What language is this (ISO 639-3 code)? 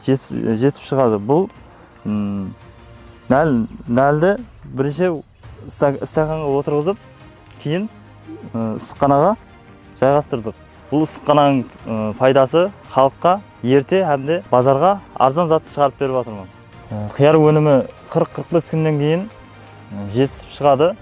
kaa